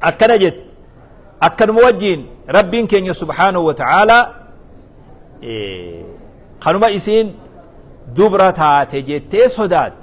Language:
Oromo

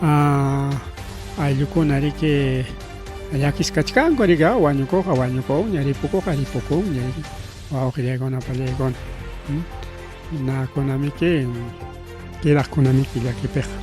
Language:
Ayacucho Quechua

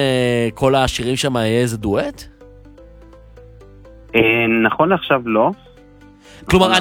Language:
Hebrew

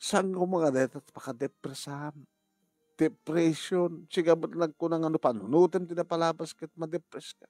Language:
Iloko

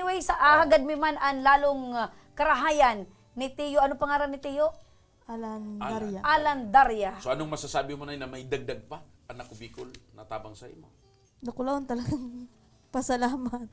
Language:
Bikol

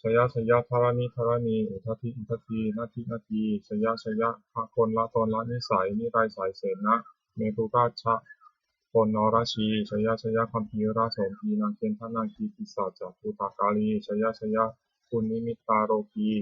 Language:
Pali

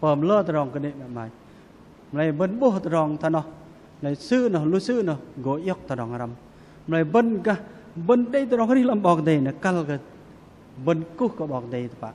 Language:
Bahnar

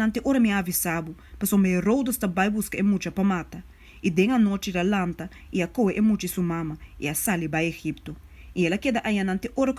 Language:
Papiamento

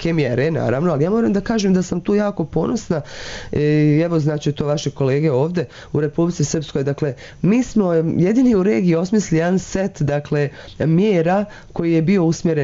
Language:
Serbian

